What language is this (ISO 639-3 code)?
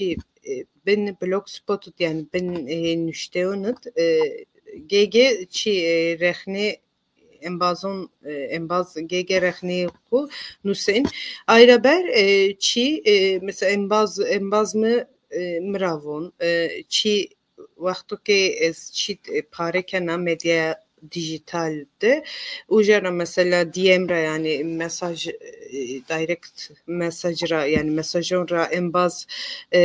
zza